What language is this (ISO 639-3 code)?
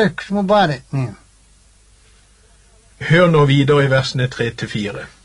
nor